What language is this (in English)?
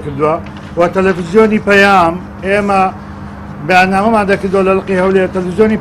Central Kurdish